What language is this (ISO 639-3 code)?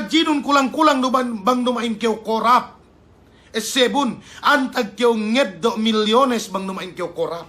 yka